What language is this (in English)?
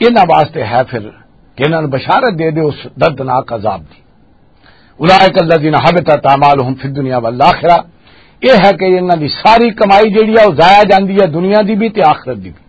Western Panjabi